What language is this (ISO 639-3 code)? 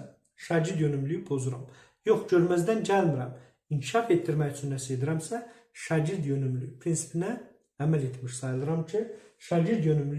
aze